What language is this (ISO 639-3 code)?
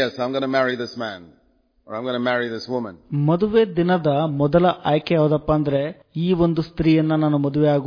kan